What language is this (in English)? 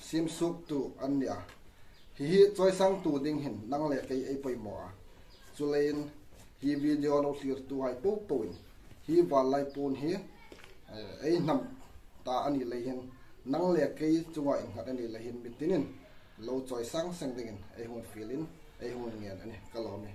Hmar